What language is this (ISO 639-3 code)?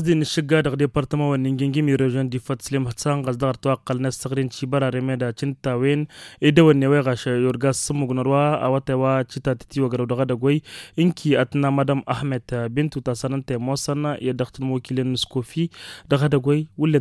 taq